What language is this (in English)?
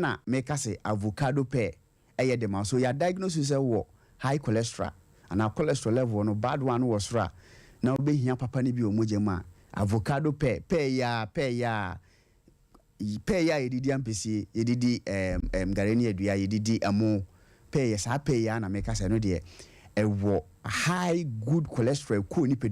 Akan